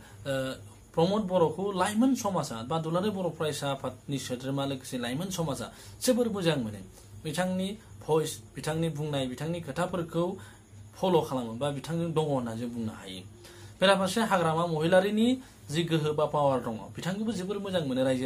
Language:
Bodo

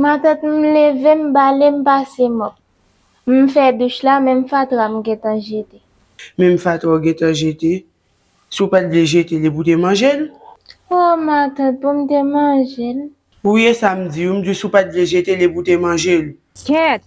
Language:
Haitian Creole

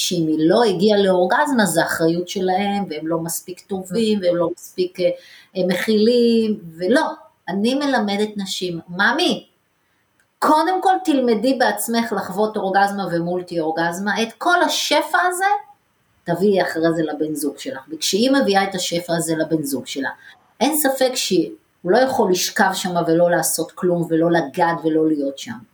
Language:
Hebrew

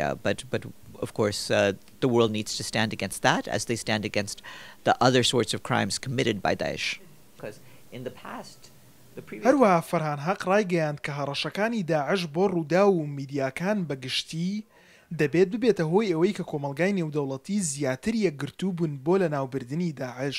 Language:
Central Kurdish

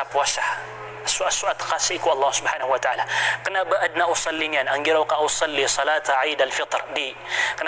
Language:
Maranao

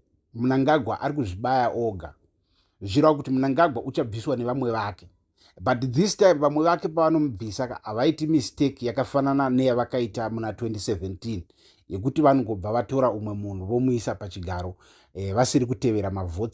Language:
Shona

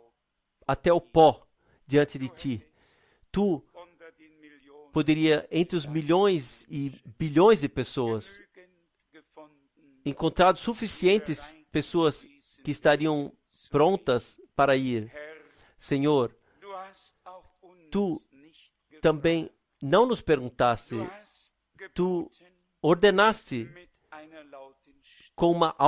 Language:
Portuguese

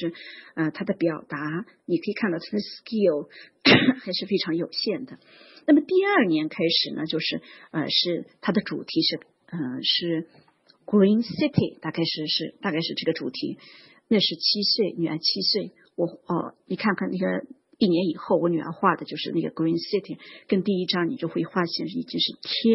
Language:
Chinese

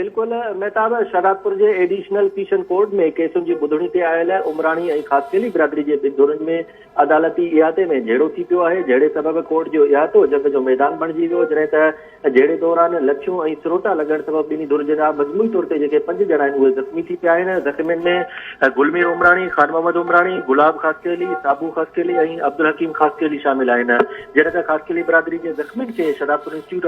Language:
Sindhi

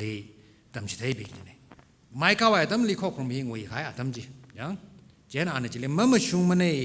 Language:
Tangkhul Naga (India)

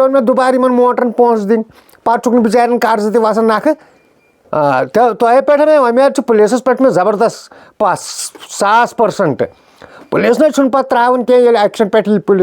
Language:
Kashmiri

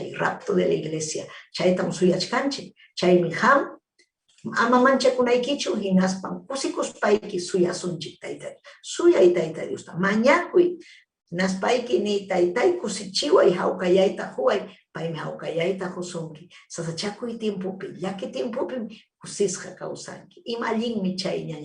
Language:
Ayacucho Quechua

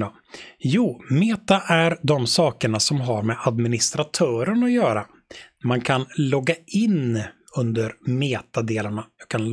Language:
Swedish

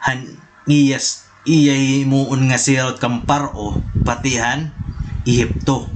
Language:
Waray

